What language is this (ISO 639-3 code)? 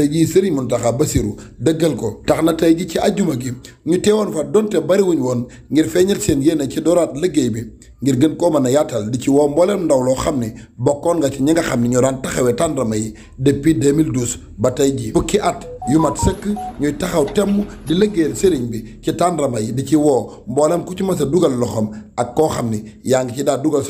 wol